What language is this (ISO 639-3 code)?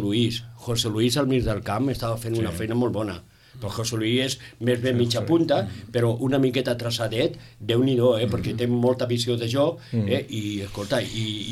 cat